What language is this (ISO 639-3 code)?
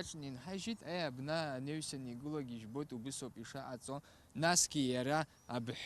abk